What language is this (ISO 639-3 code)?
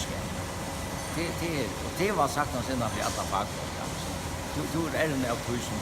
fao